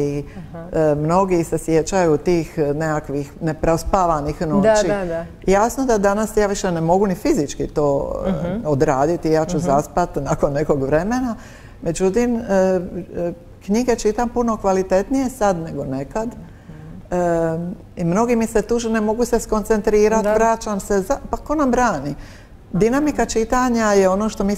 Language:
Croatian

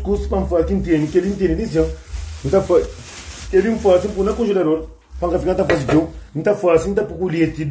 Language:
Kabuverdianu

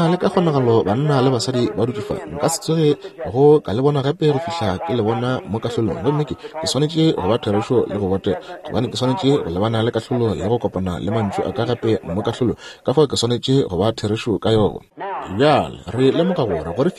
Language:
Northern Sotho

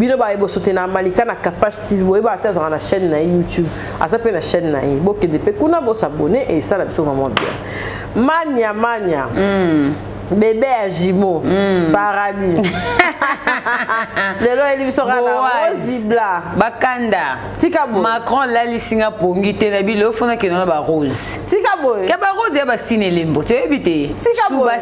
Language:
Lingala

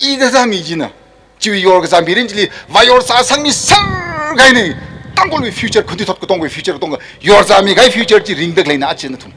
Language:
Tangkhul Naga (India)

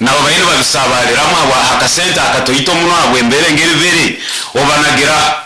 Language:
Nyoro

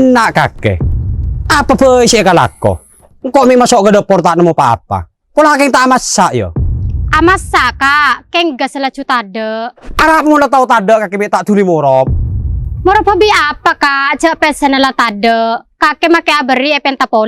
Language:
Madurese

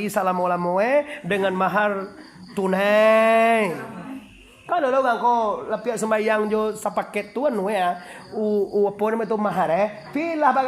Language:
Minangkabau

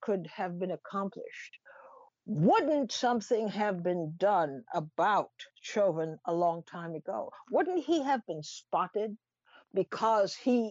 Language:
English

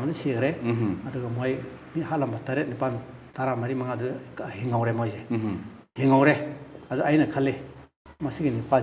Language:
Manipuri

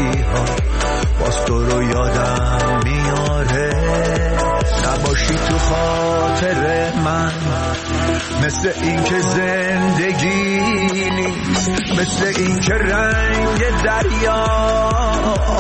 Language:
Persian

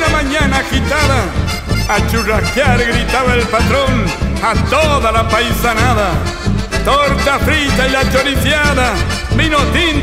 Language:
Spanish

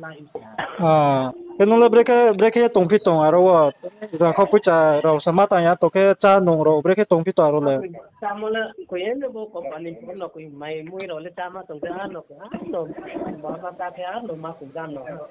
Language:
Riang (India)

